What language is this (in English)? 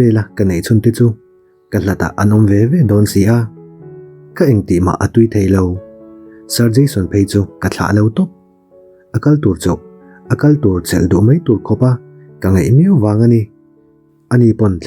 Mizo